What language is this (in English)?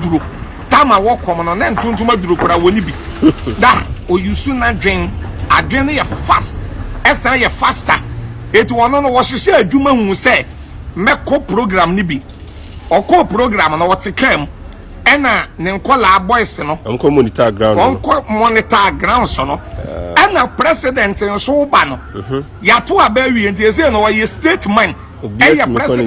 Akan